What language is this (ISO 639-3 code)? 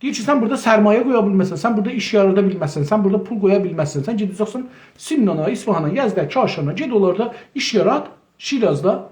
azb